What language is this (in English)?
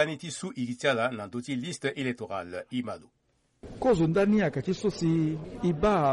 Sango